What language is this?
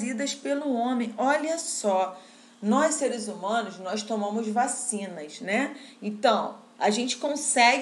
Portuguese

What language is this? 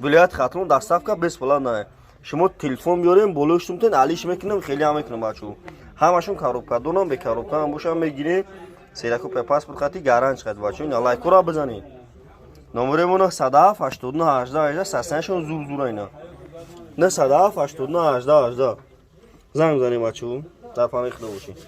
Tajik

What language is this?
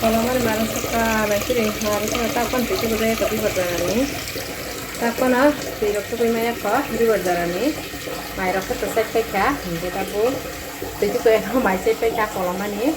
Kok Borok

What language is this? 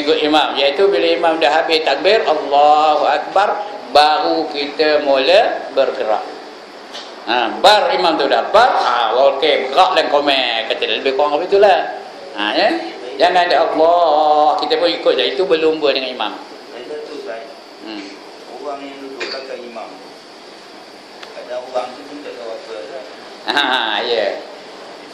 Malay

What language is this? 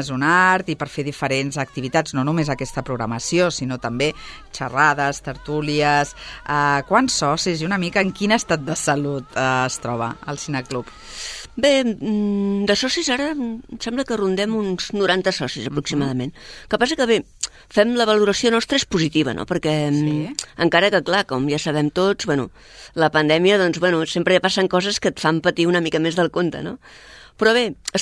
Catalan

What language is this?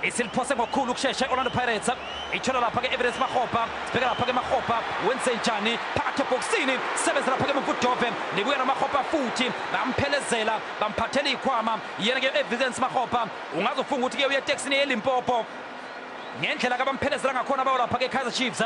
Zulu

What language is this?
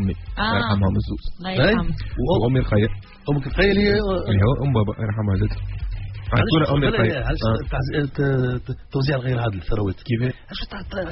Tunisian Arabic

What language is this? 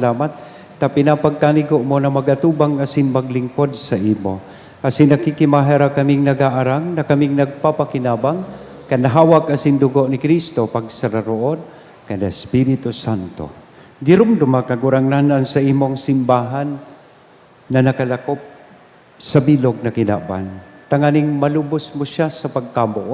Bikol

